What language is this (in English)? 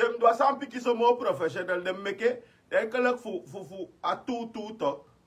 Sranan Tongo